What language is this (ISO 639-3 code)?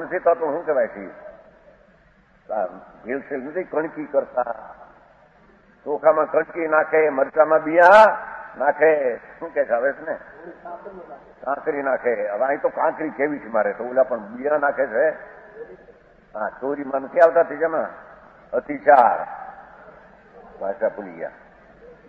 guj